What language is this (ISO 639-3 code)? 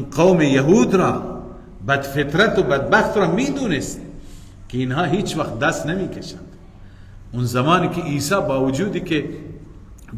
fas